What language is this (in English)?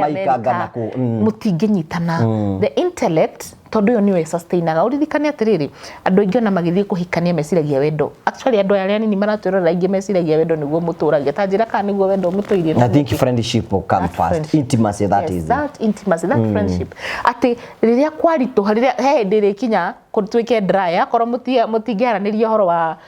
Kikuyu